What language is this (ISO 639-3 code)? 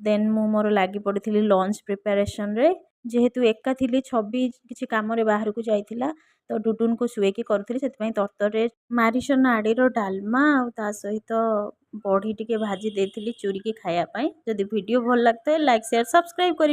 ori